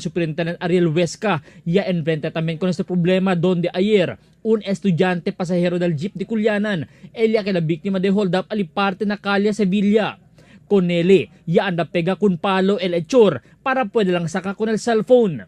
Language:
Chavacano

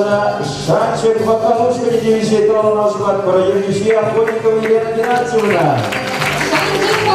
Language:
Chuvash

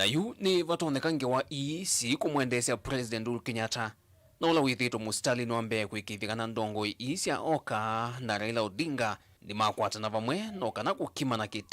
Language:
Kamba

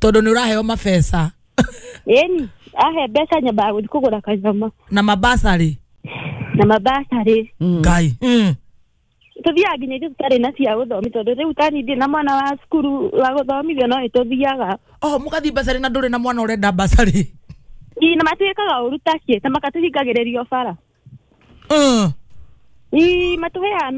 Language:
Kikuyu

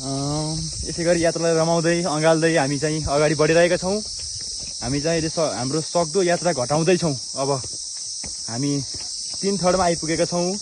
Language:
Nepali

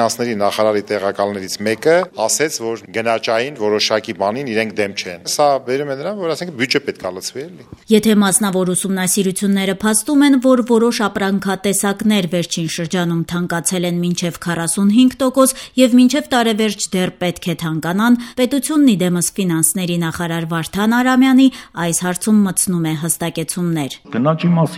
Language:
Armenian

